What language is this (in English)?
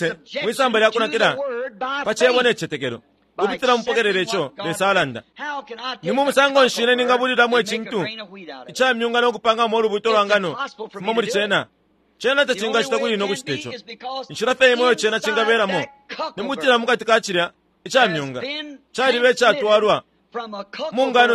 Bemba